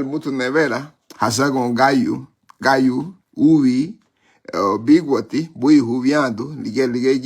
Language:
Garifuna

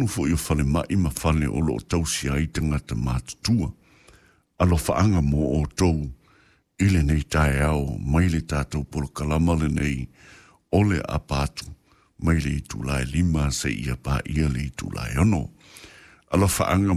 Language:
Samoan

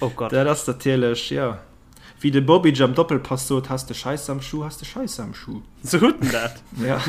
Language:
Luxembourgish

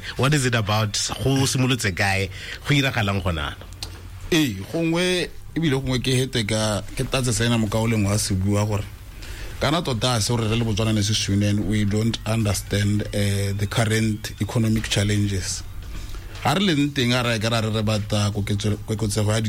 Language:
Tswana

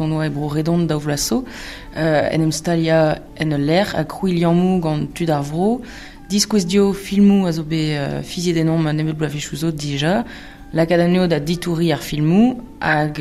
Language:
Breton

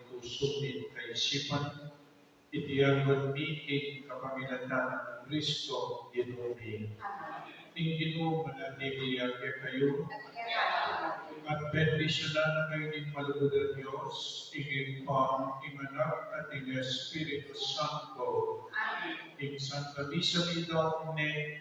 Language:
Pampanga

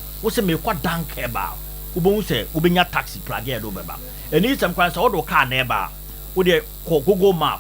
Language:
Akan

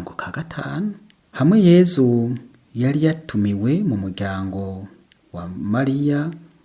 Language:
Rundi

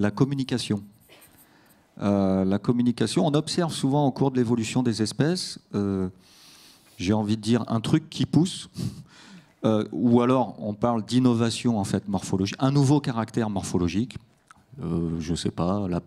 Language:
French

